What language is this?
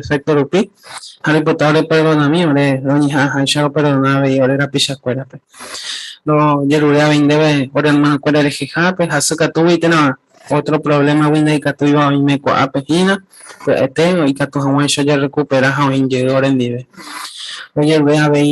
Guarani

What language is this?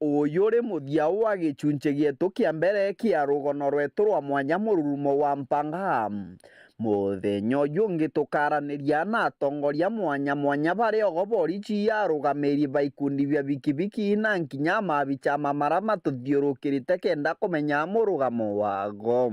Meru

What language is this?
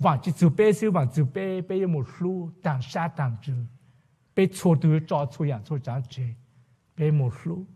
Hmong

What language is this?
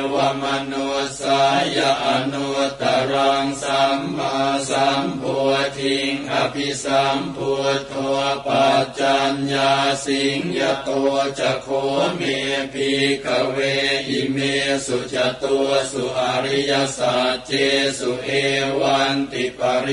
Pali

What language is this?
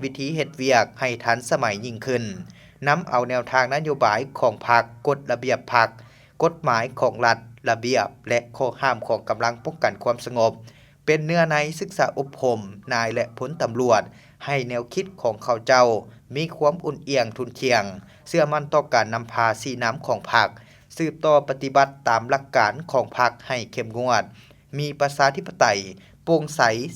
Lao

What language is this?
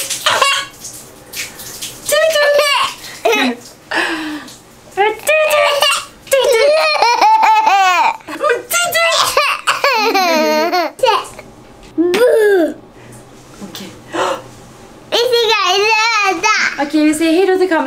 Swedish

